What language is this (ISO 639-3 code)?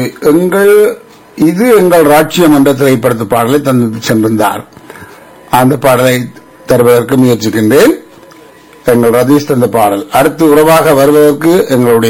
tam